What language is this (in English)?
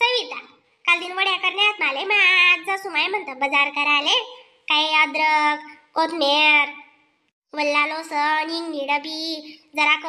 Khandesi